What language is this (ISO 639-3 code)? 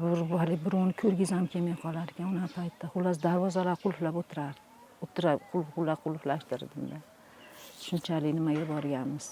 uzb